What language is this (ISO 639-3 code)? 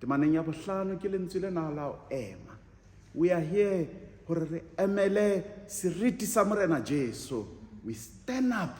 sot